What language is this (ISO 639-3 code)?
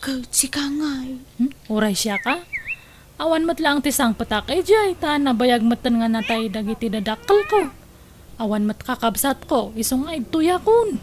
ilo